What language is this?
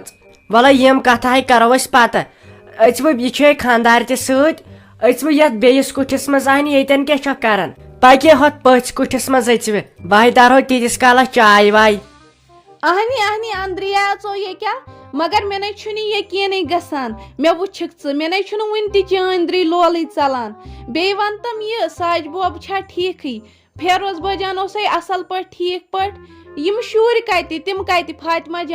Kashmiri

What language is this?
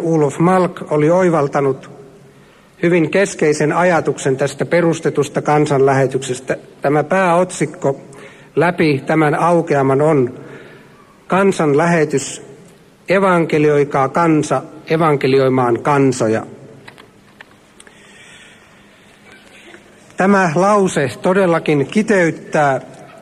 Finnish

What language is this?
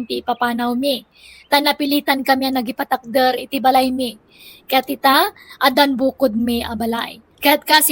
Iloko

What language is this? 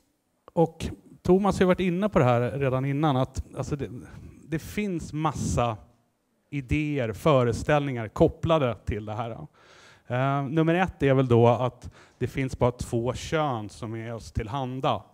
Swedish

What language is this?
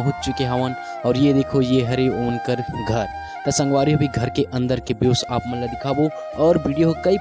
Chhattisgarhi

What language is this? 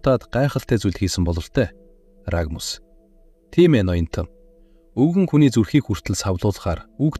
Mongolian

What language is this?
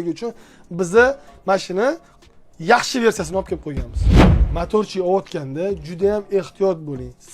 Uzbek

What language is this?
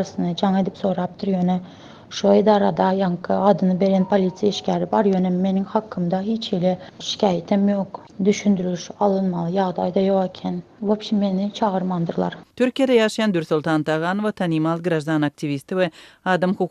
Turkmen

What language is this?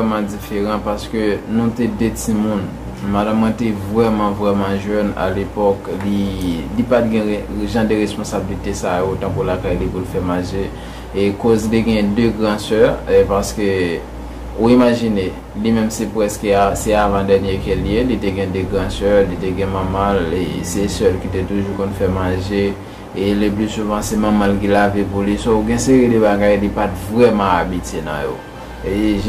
Haitian Creole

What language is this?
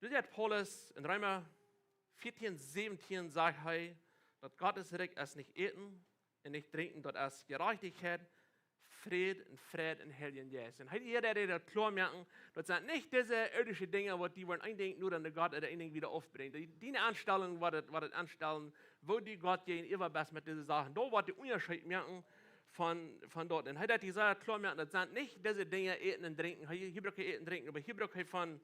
Plautdietsch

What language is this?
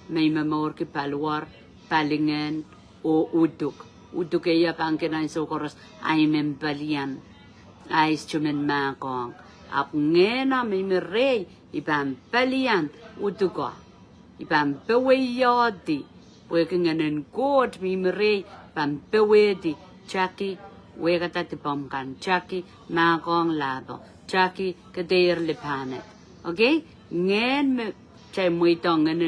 Pohnpeian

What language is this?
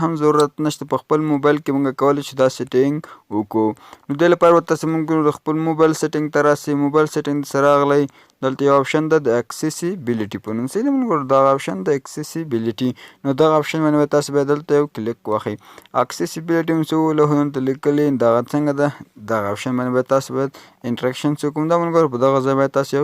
Pashto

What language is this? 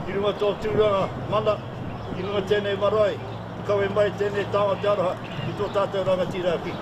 Māori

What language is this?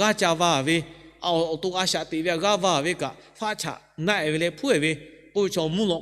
Lahu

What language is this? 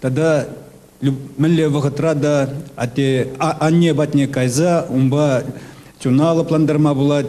Chuvash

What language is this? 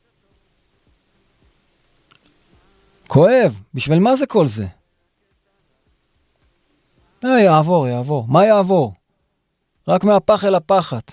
Hebrew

